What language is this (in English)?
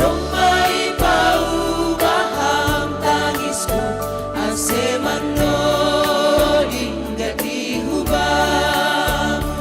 Batak Simalungun